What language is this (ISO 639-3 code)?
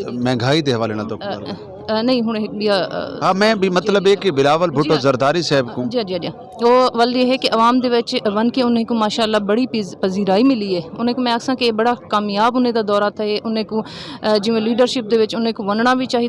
skr